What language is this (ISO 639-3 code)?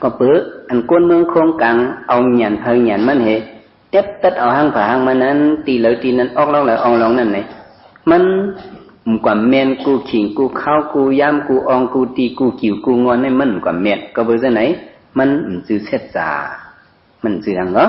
shn